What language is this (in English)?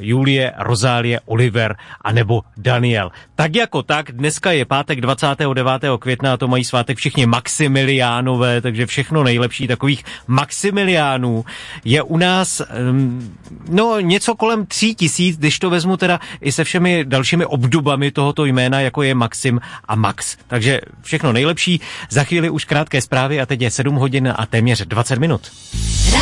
Czech